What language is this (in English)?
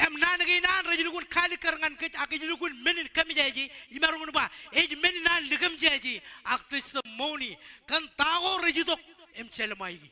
Marshallese